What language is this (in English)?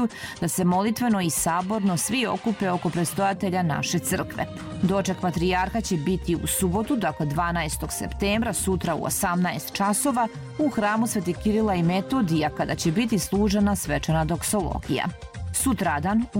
Serbian